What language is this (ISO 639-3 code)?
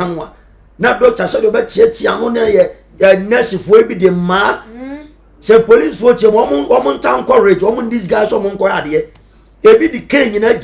aka